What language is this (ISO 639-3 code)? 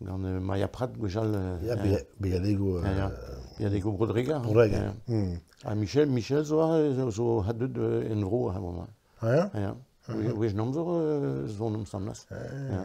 bre